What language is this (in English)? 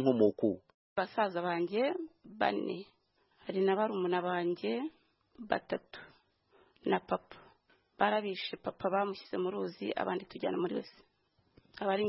Kinyarwanda